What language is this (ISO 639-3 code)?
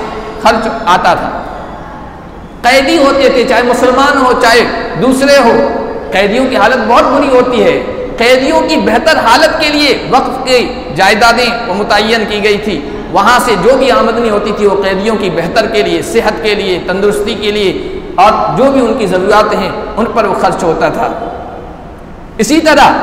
urd